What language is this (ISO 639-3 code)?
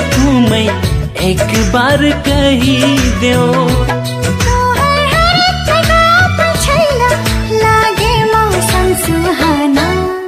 bho